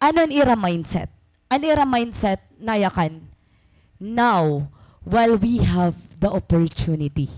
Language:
Waray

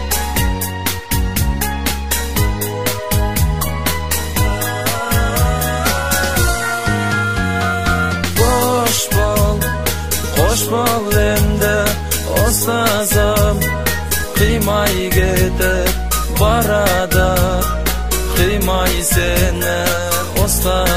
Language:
Kazakh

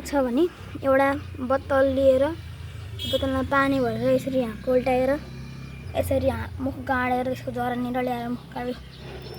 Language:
Nepali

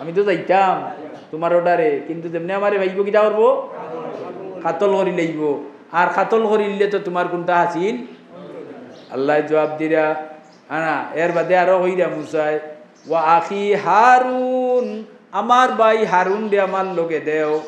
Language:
Sylheti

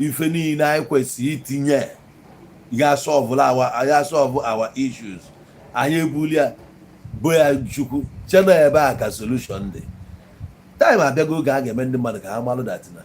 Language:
Igbo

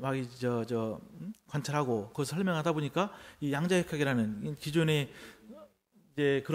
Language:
Korean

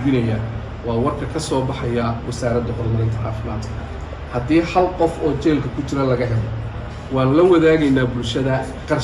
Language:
Somali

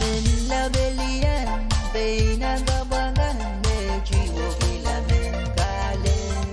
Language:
Pohnpeian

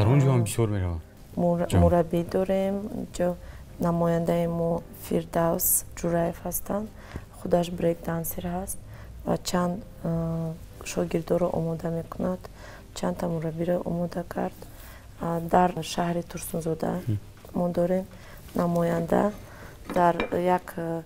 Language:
Tajik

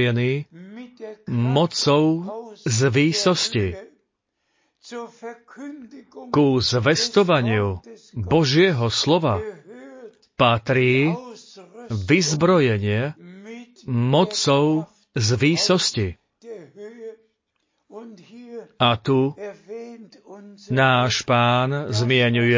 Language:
Slovak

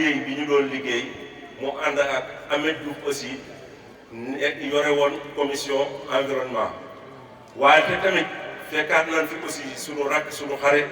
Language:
Wolof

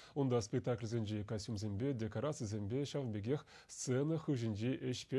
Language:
Chuvash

